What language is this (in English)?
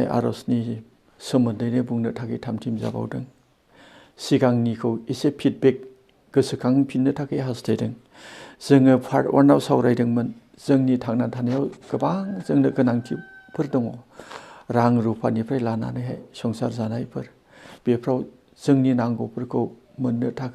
Bodo